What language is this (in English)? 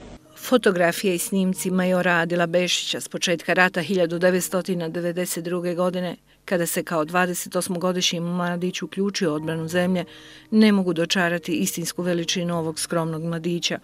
Bosnian